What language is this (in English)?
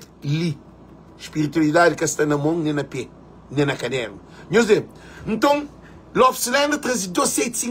Kabuverdianu